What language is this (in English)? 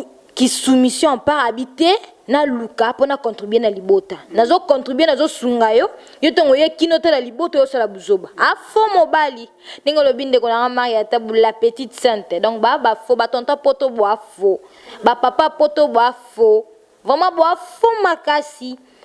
Lingala